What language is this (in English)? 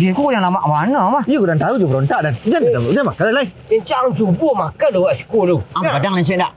Minangkabau